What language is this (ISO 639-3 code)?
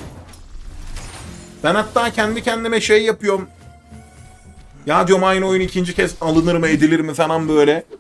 tur